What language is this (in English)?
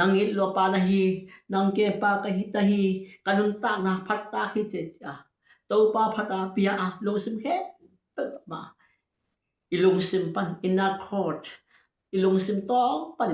Tedim Chin